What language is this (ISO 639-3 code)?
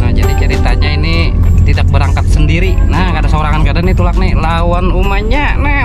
bjn